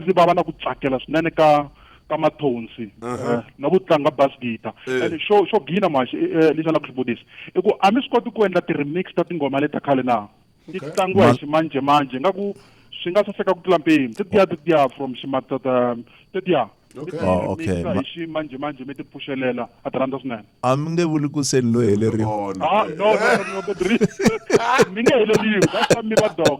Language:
Tsonga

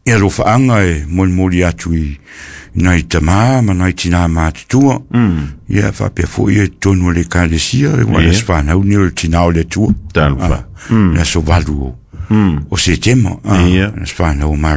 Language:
Samoan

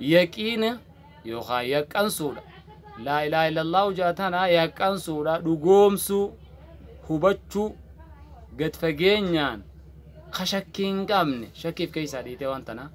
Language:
Oromo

